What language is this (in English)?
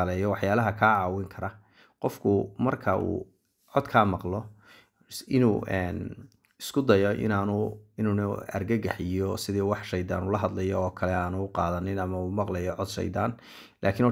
Somali